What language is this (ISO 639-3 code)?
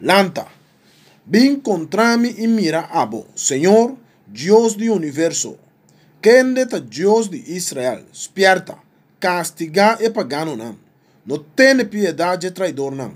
pap